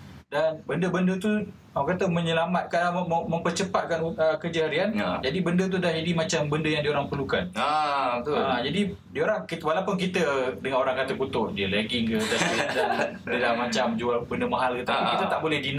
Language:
Malay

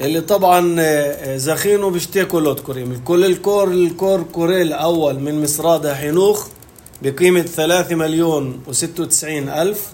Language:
North Levantine Arabic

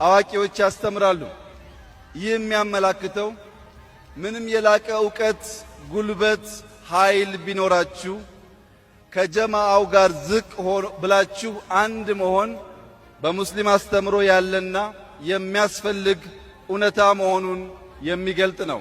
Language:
Amharic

